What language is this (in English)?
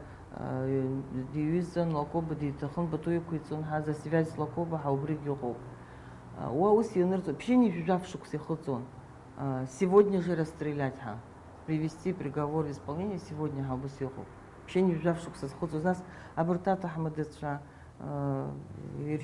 Abkhazian